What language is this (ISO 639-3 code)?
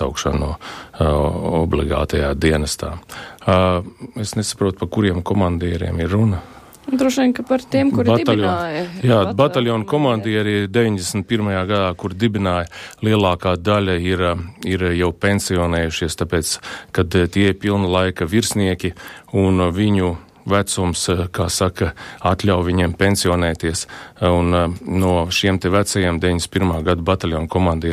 lav